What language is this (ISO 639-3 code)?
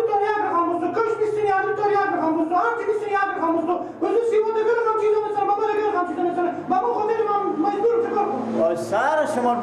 fas